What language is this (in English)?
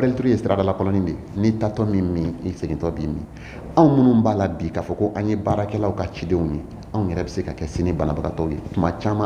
Bambara